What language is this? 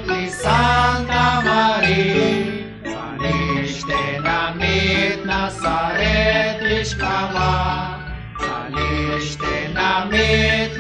Kekchí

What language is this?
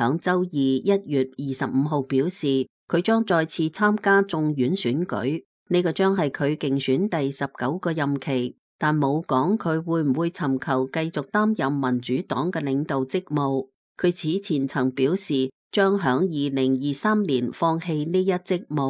Cantonese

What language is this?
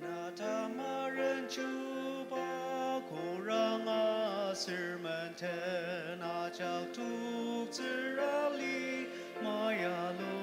Ao Naga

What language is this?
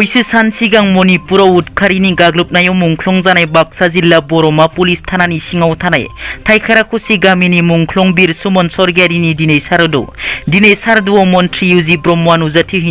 Bodo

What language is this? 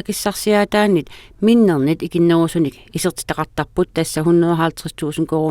Kalaallisut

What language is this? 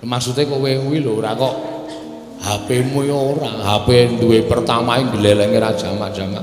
Javanese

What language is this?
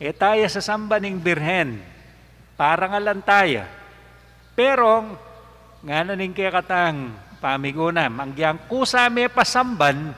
Pampanga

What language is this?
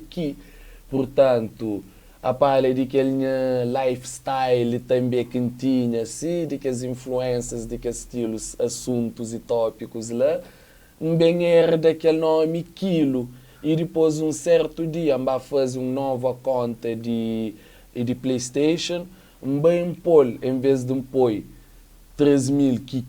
Kabuverdianu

